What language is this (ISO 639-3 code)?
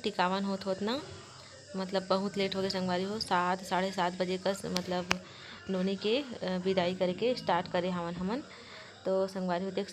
hne